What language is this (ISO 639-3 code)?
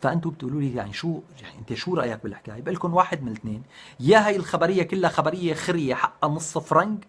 apc